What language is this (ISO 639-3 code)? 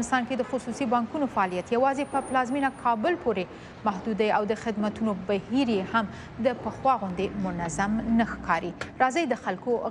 pus